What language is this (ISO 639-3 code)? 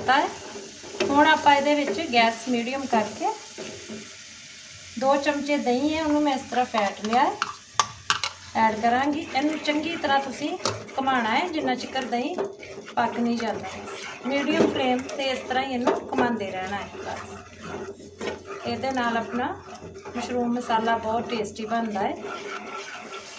pan